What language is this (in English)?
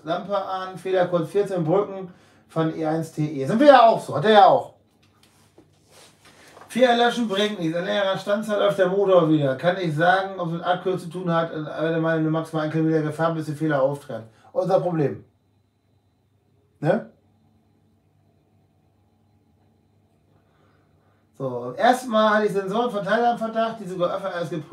German